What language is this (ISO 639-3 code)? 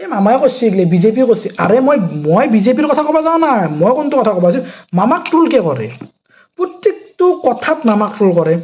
asm